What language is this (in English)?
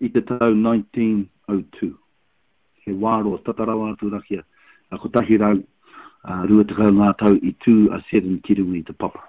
Māori